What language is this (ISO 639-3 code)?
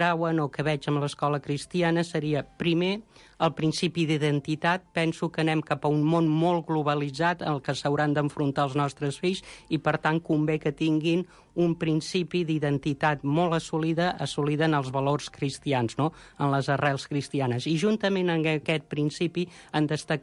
cat